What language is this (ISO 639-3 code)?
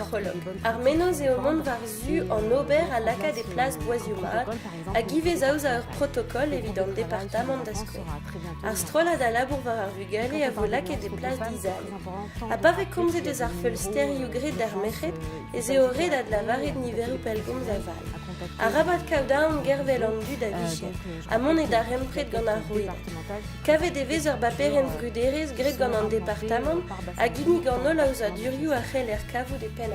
bre